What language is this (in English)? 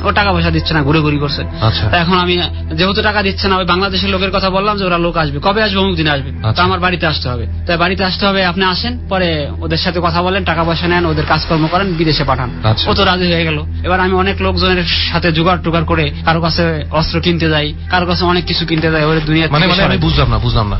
Bangla